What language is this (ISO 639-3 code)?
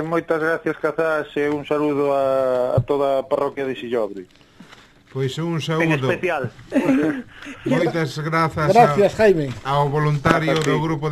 glg